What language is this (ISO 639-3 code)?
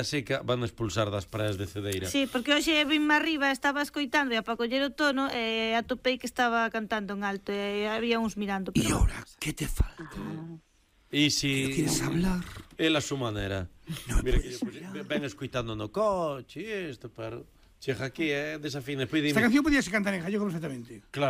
glg